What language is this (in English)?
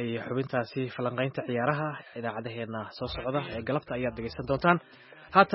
Somali